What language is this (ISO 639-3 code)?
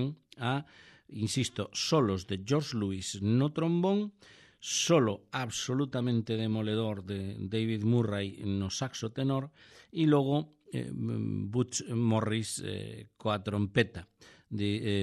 glg